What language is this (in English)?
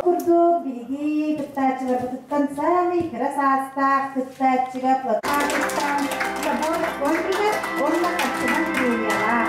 Yakut